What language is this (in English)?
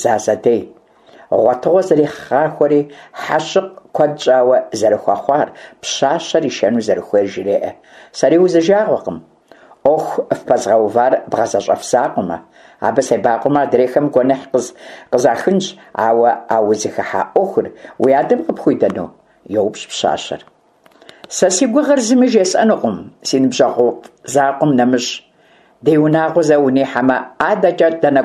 Kabardian